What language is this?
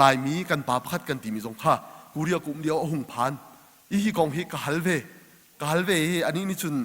Hakha Chin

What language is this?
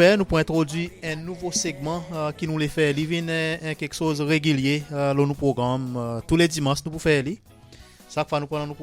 Seselwa Creole French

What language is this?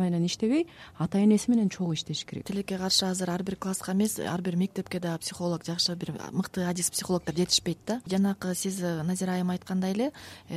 Kyrgyz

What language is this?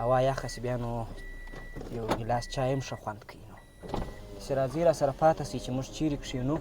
Pashto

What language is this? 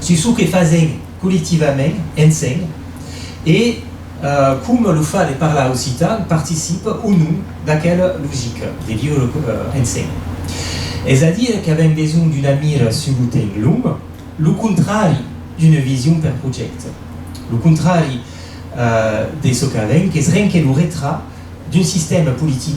Occitan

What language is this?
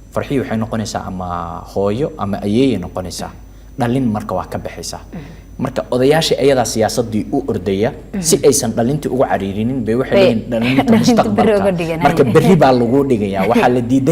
Somali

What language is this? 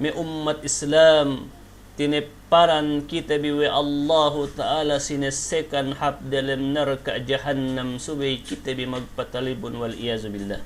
Yakan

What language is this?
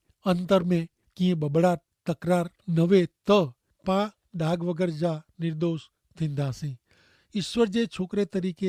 Kachhi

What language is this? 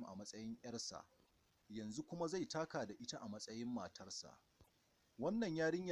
Hausa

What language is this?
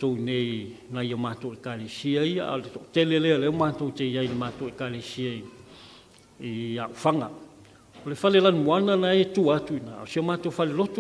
Samoan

